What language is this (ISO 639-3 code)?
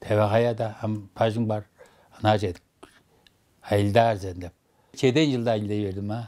tyv